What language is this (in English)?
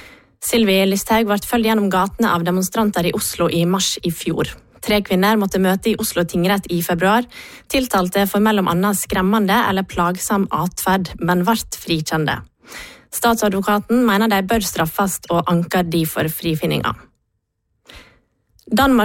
Norwegian